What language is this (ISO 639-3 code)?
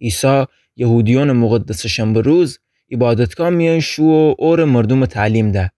glk